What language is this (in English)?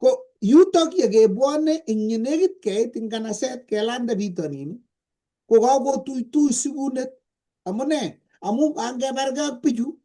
Kalenjin